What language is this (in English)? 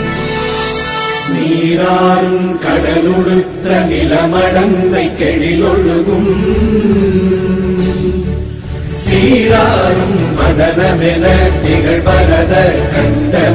Tamil